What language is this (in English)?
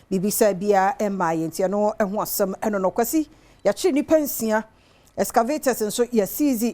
Akan